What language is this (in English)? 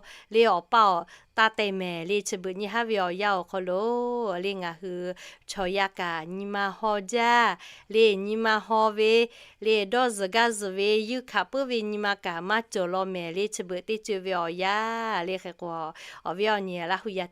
Lahu